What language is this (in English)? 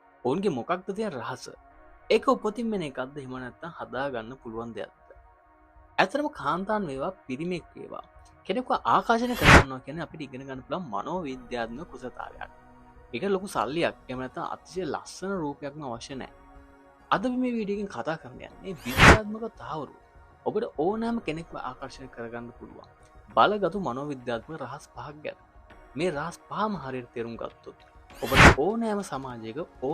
Sinhala